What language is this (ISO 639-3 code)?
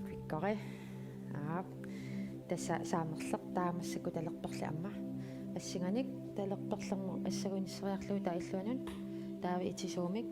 kal